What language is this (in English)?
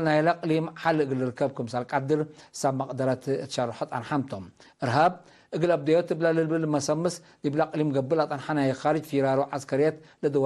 Tigre